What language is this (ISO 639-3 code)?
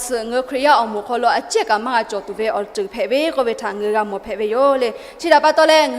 lhu